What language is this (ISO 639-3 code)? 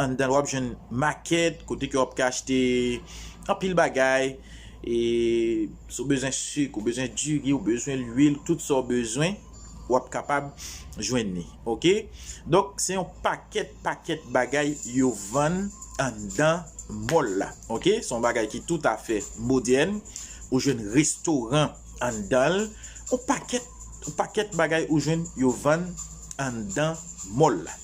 hat